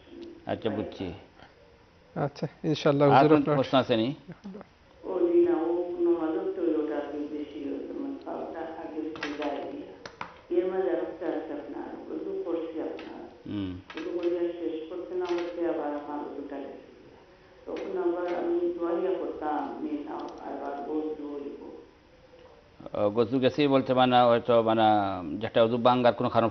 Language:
Bangla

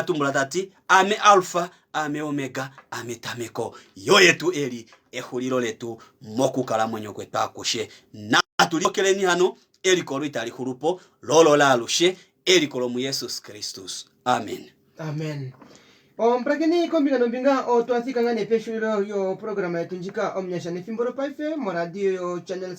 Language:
Kuanyama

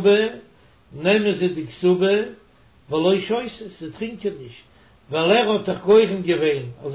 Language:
Yiddish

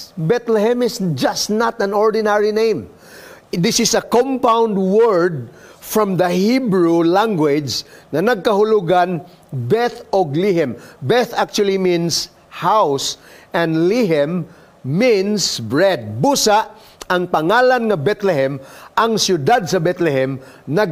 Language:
Cebuano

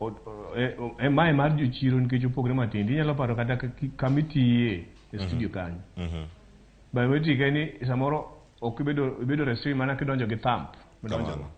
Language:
Luo (Kenya and Tanzania)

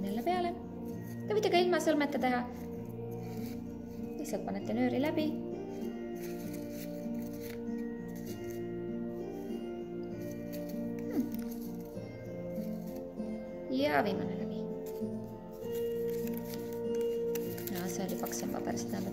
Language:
Estonian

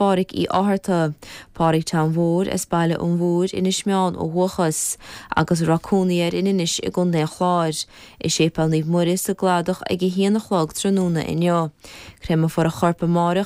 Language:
Irish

